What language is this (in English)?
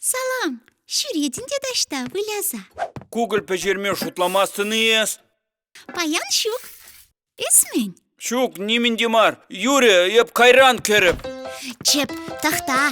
Chuvash